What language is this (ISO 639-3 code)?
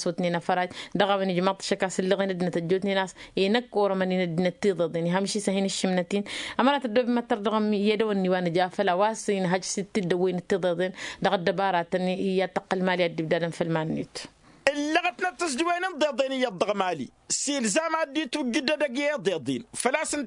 taq